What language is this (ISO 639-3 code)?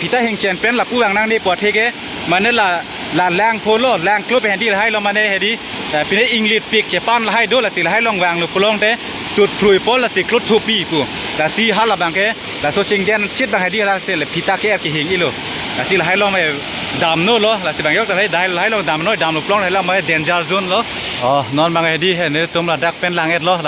mjw